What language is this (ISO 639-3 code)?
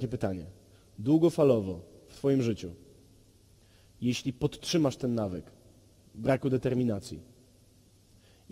pol